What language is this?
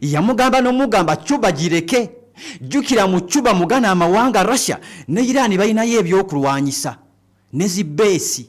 Ganda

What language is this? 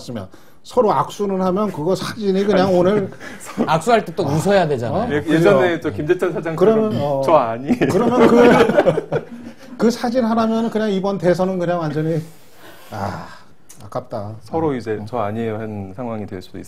Korean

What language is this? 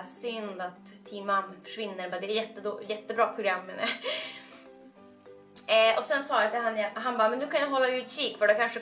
Swedish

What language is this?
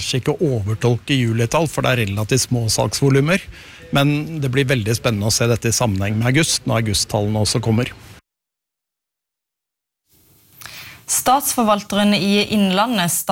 Norwegian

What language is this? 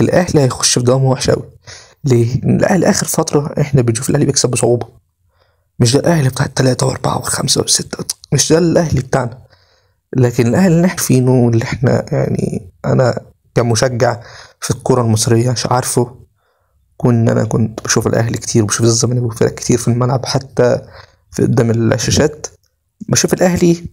Egyptian Arabic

